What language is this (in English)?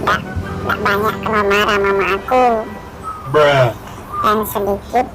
Musi